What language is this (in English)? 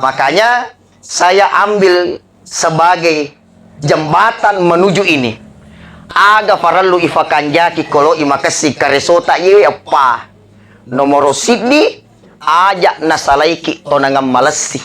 Buginese